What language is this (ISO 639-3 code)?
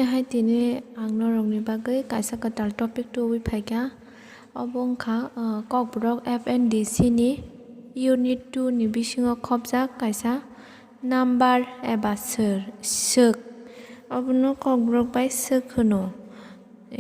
trp